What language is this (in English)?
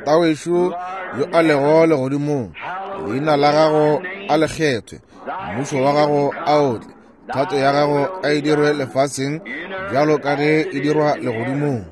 Northern Sotho